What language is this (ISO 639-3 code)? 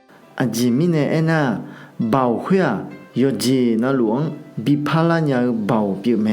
ahk